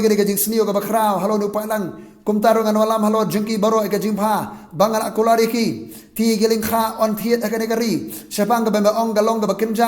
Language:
Khasi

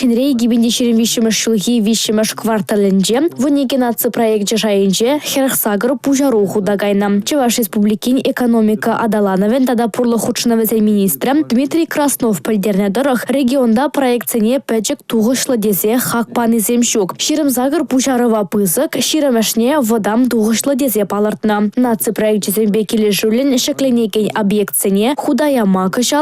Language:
Chuvash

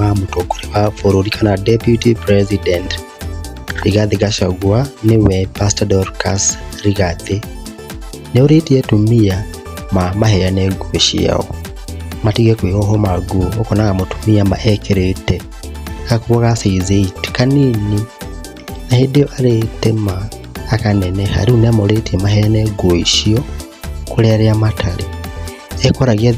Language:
Kikuyu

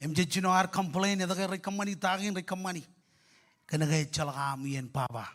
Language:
Marshallese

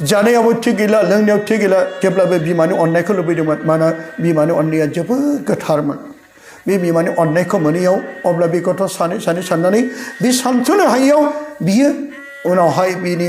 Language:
Bodo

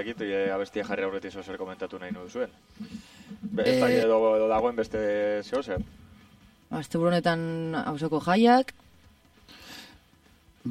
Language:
Basque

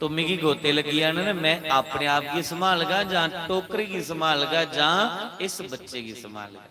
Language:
Dogri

